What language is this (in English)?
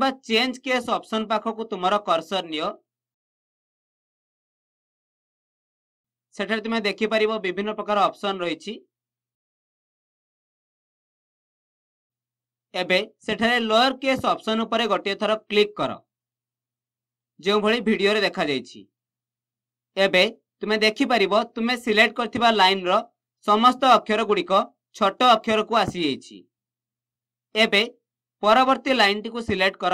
Odia